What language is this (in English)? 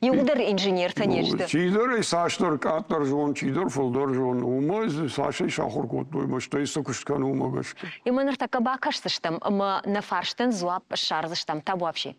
Ossetic